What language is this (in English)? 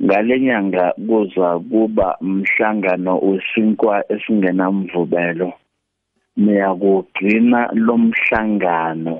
South Ndebele